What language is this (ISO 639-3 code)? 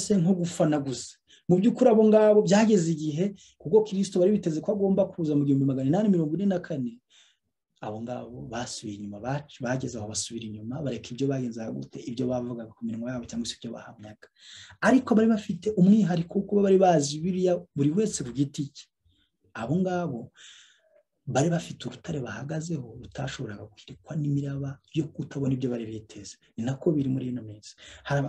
kin